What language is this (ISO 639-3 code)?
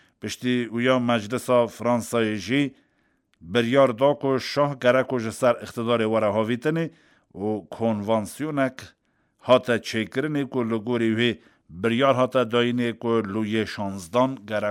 kur